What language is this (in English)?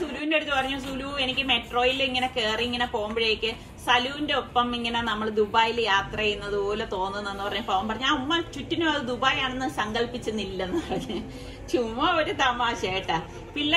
Malayalam